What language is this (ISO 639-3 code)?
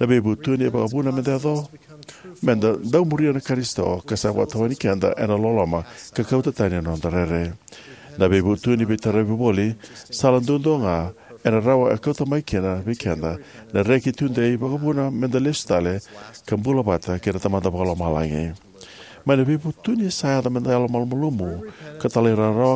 fij